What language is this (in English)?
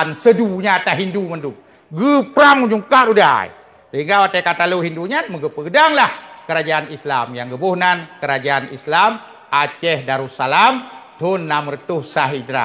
Achinese